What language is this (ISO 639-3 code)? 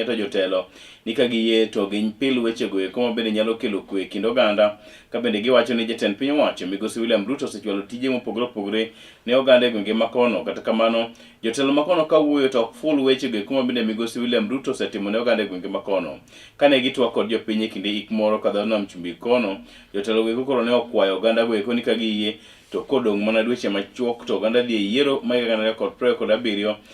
luo